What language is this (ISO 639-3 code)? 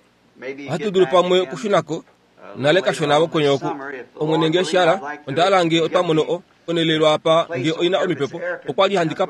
kua